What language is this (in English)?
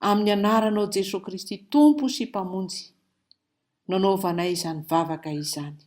Malagasy